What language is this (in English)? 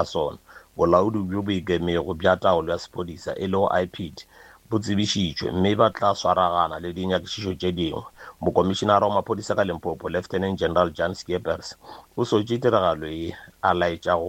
Northern Sotho